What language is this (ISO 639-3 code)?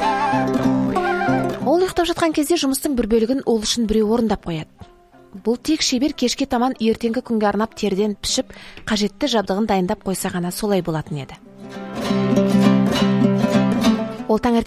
kaz